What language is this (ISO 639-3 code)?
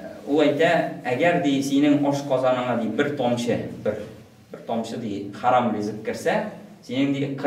tat